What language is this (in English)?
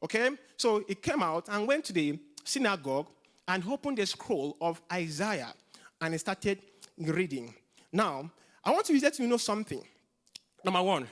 English